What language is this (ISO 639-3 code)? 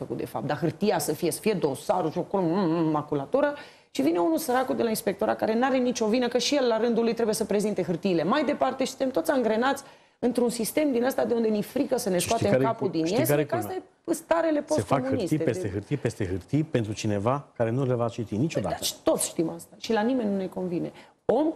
ron